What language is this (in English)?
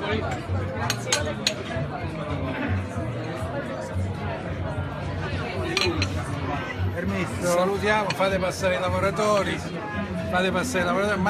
Italian